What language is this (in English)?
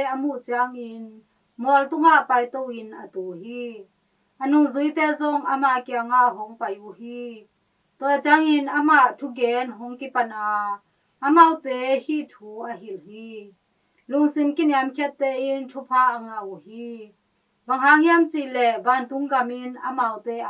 Tedim Chin